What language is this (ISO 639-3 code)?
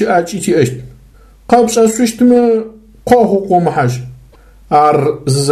ady